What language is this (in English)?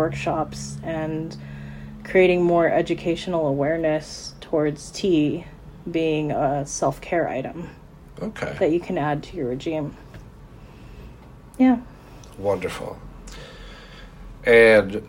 English